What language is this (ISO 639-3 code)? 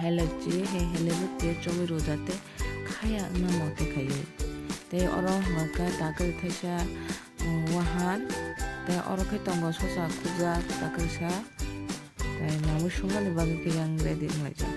trp